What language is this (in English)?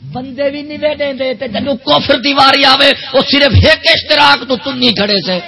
Saraiki